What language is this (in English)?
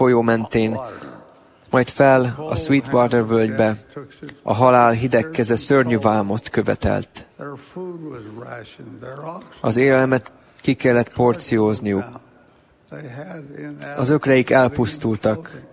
Hungarian